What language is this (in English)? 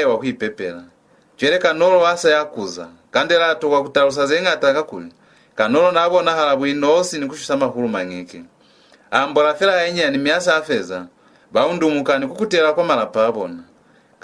Lozi